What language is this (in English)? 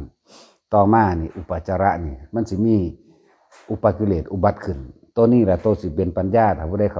Northeastern Thai